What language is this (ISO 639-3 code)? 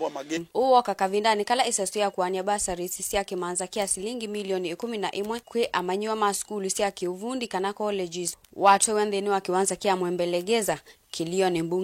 kam